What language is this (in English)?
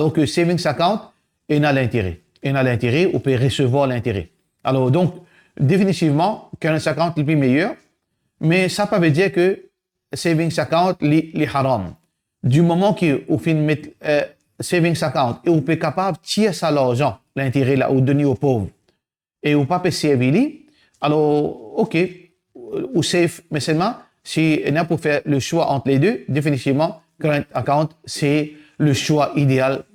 Morisyen